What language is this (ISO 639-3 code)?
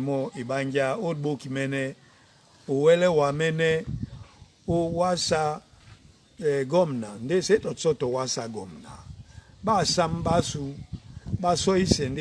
dua